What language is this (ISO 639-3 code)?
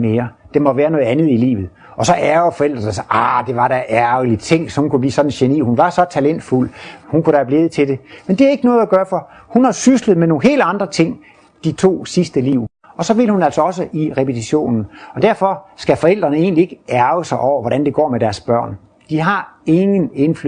dan